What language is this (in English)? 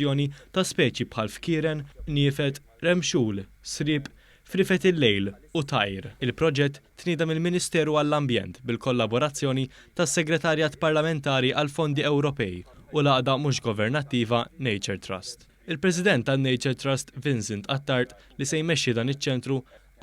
Maltese